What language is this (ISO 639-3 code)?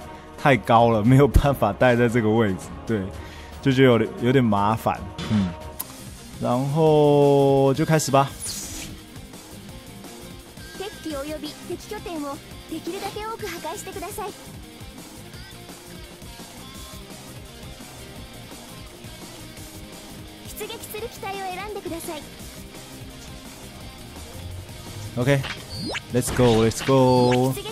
zho